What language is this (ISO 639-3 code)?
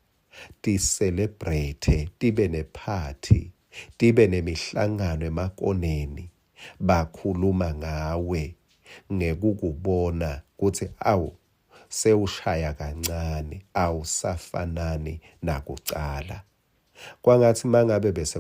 ssw